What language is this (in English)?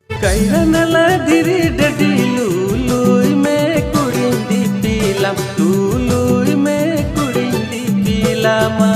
Santali